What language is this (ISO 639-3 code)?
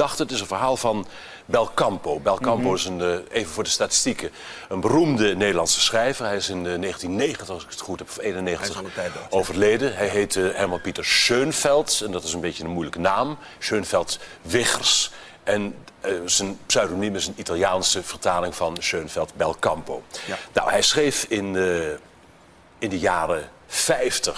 nld